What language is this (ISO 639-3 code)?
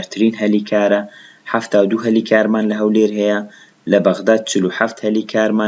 ckb